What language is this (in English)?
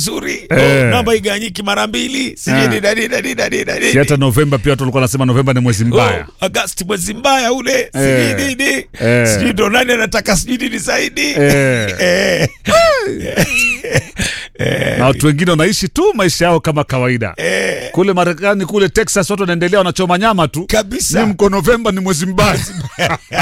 Swahili